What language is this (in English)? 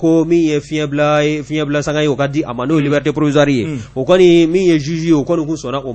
Bambara